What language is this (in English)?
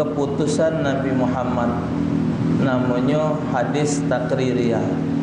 Musi